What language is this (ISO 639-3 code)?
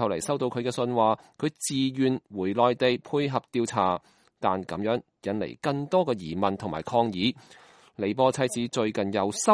yue